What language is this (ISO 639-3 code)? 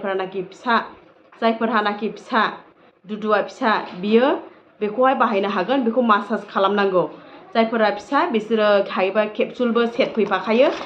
brx